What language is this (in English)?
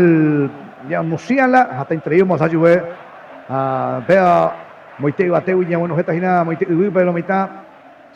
Guarani